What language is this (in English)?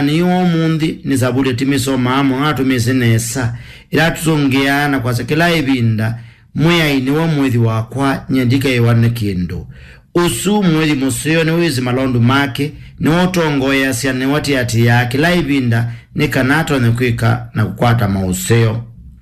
Kamba